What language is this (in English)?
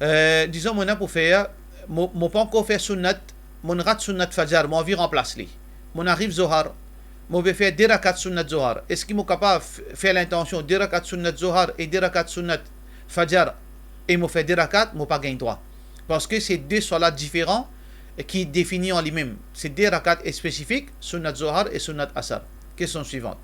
Morisyen